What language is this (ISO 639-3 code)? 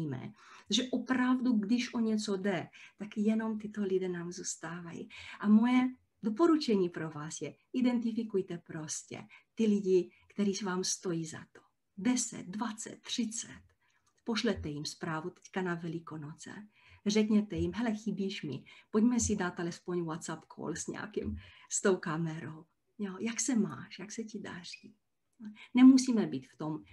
ces